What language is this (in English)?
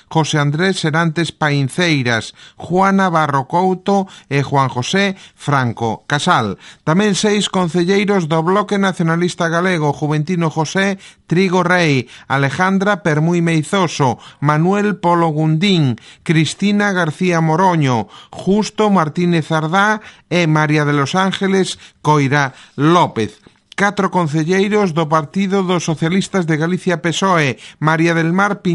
Galician